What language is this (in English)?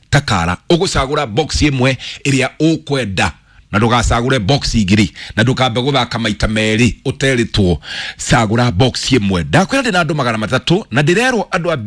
Kikuyu